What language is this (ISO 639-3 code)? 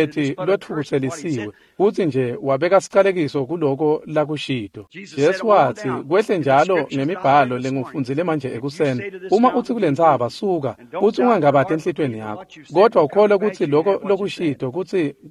ssw